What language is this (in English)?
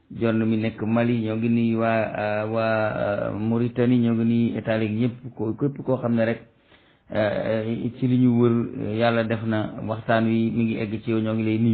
Wolof